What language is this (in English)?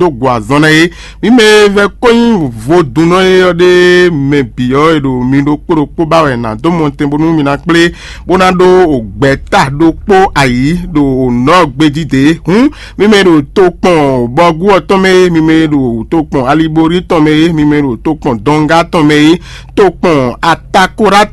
Fon